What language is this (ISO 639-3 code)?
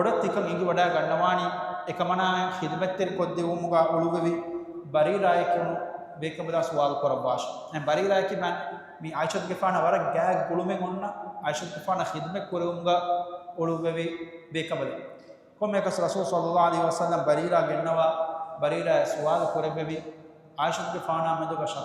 div